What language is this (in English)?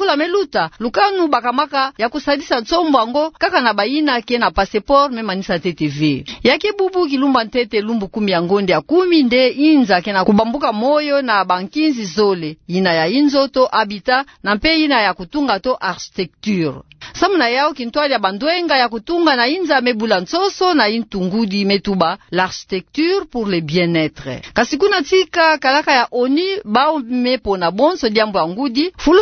Kituba (Democratic Republic of Congo)